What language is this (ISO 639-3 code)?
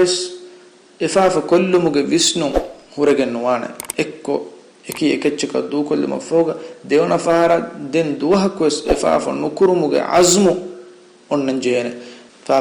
div